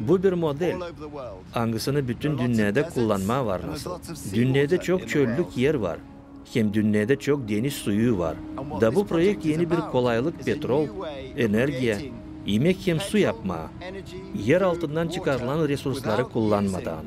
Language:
Gagauz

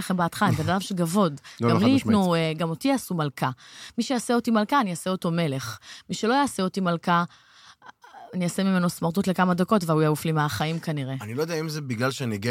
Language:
Hebrew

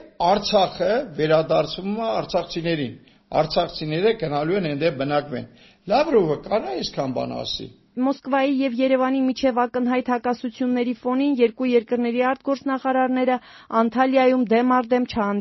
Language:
Armenian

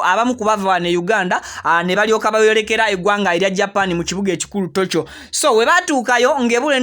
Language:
Ganda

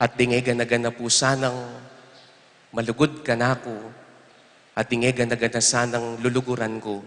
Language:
Pampanga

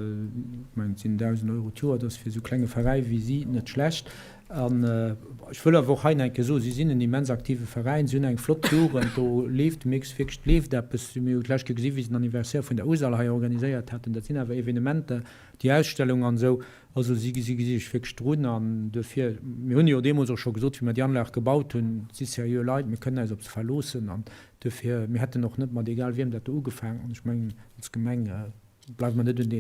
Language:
Luxembourgish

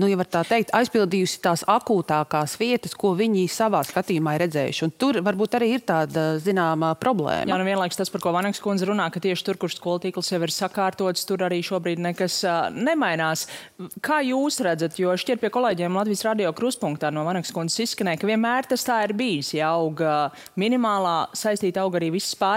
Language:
Latvian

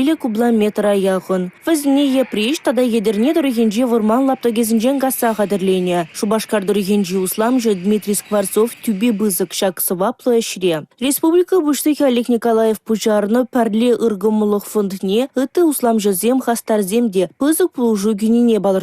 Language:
Chuvash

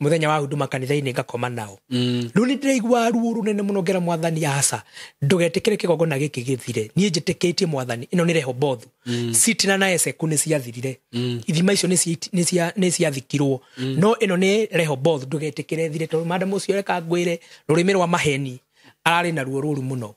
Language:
Kikuyu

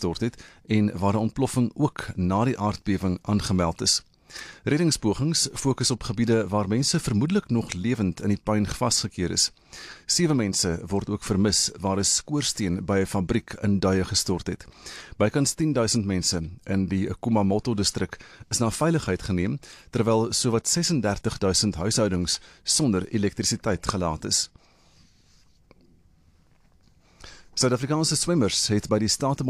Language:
Afrikaans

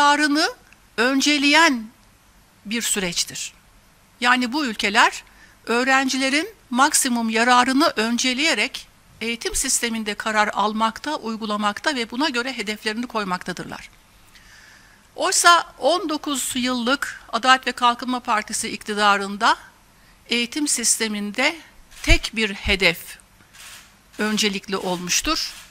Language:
Turkish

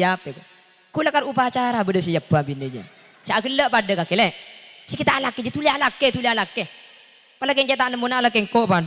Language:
Madurese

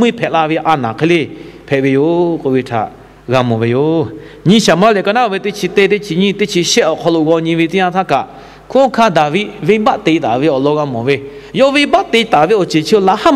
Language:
Lahu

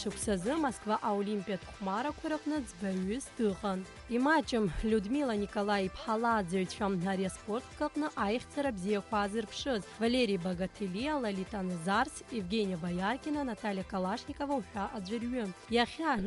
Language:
Abkhazian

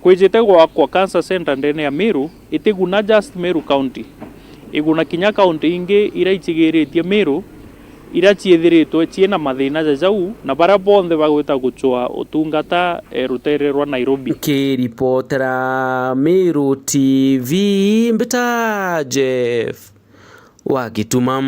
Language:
Meru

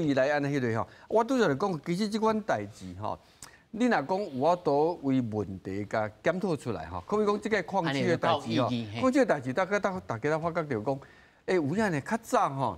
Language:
Min Nan Chinese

